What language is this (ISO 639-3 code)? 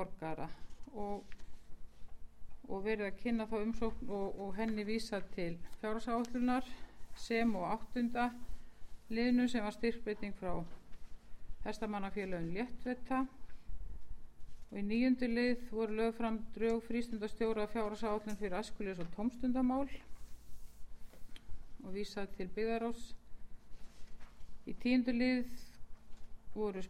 isl